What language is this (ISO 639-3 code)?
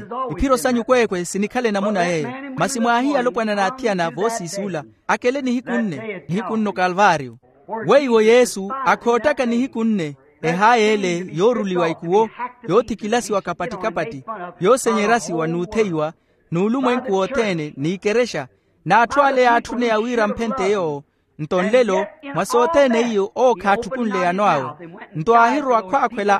vmw